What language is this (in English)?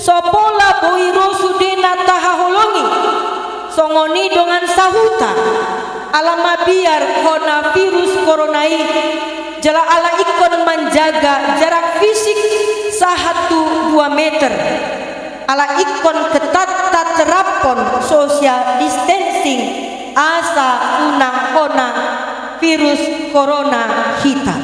Batak Toba